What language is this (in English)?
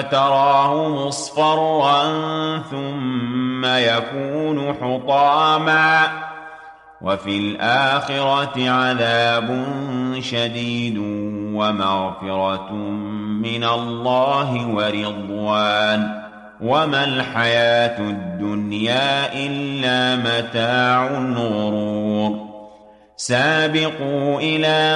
Arabic